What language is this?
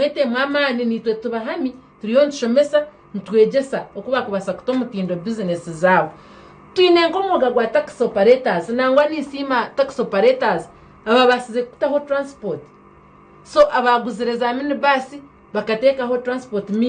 Nyankole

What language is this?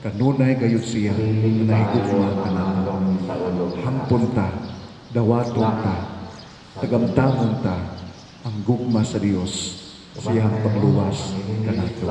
Cebuano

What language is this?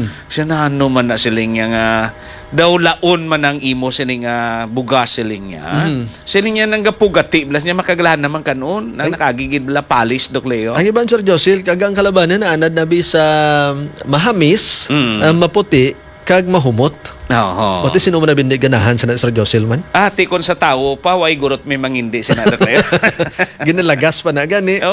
Hiligaynon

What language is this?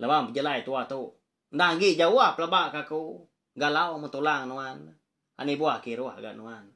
Iban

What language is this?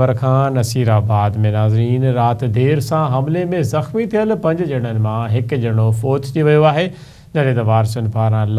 Sindhi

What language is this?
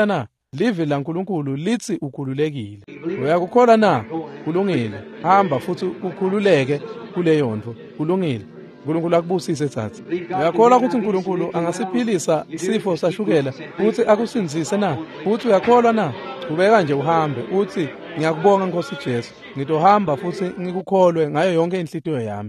Swati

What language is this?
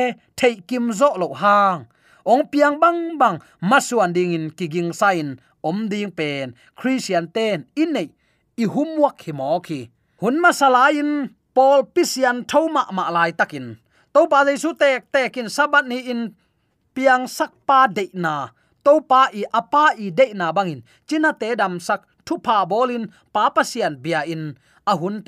Tedim Chin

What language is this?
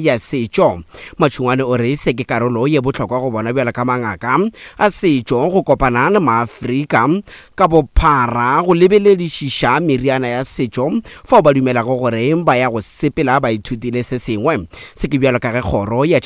Northern Sotho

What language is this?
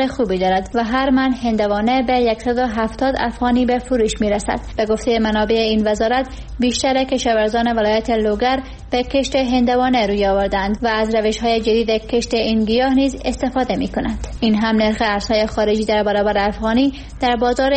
Persian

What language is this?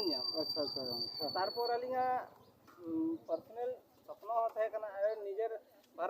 Santali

